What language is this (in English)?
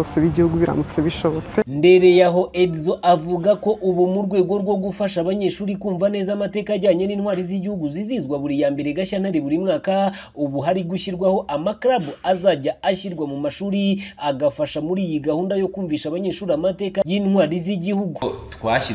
Kinyarwanda